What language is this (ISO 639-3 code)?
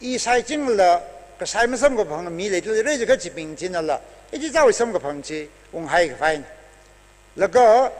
nmf